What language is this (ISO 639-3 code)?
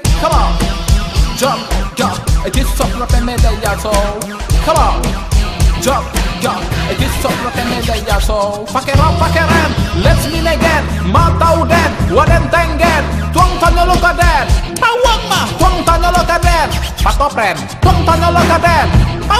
min